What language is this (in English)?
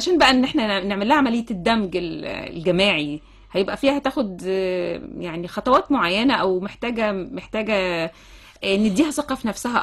Egyptian Arabic